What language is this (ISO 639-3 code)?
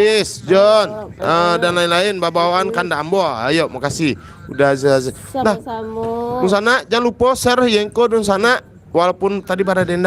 min